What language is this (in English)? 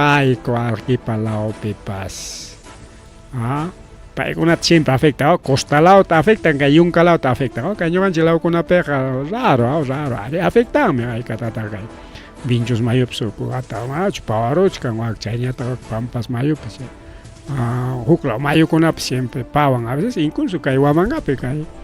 Ayacucho Quechua